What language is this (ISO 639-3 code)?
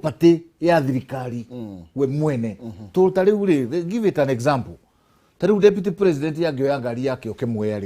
kik